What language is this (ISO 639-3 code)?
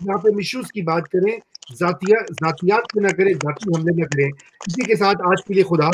urd